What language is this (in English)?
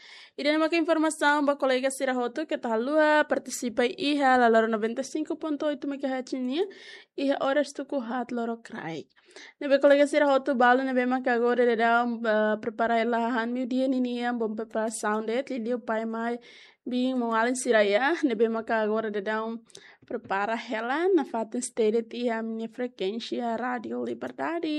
Tetum